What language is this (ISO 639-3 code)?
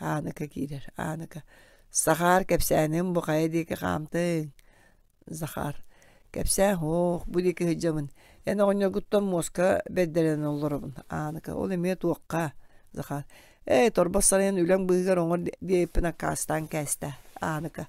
sah